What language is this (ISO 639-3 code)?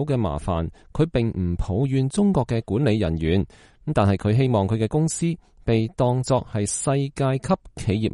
yue